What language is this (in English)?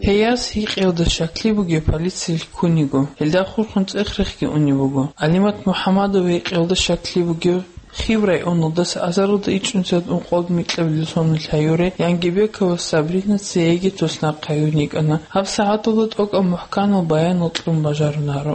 Avaric